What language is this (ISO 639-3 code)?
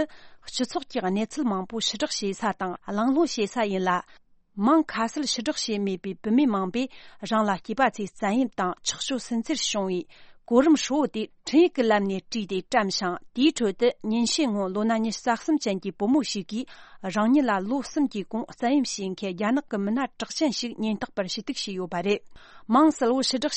bod